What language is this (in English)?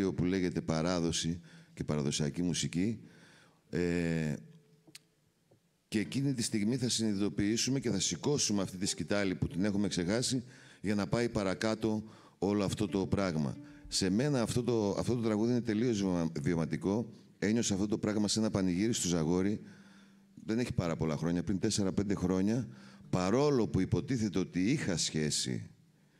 Greek